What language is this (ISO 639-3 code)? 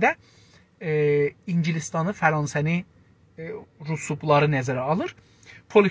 azb